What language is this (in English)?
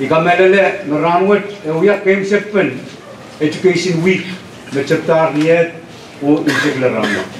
Pohnpeian